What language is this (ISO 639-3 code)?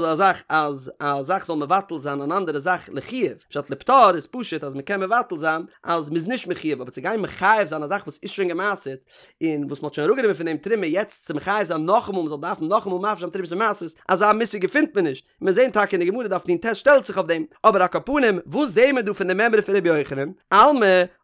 yid